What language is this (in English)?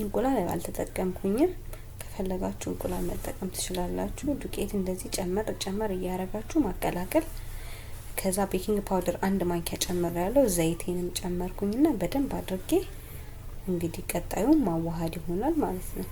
Amharic